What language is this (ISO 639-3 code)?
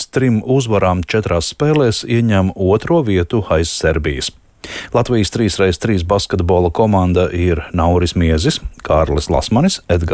lav